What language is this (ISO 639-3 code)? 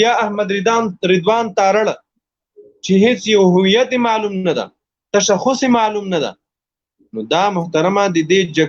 pus